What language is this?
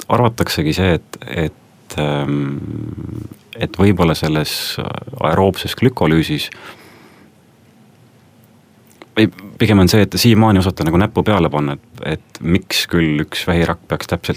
Estonian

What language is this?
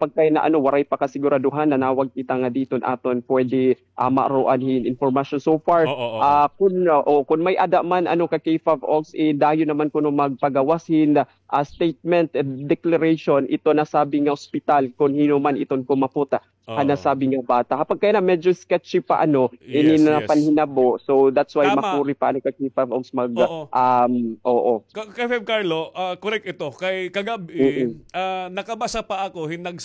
Waray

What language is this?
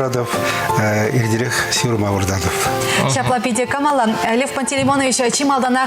Chuvash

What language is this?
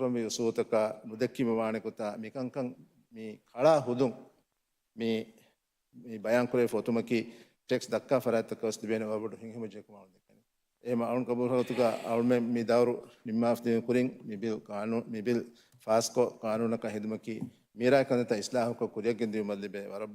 Divehi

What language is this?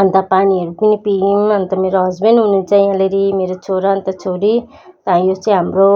Nepali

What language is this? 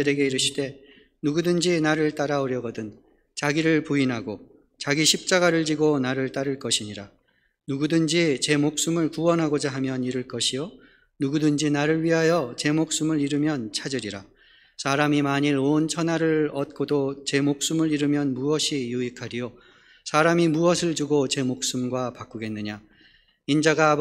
Korean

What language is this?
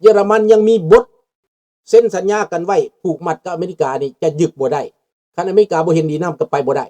Lao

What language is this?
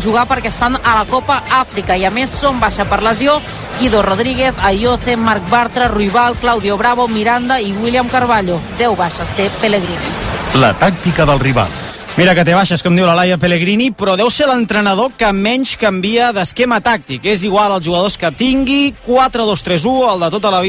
Catalan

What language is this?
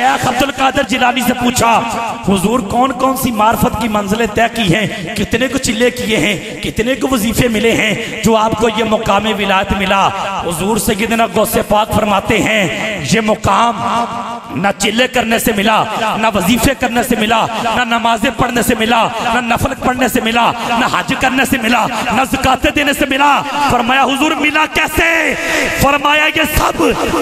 Urdu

